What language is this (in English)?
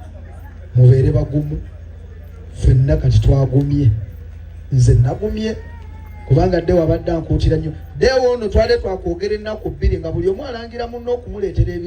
Ganda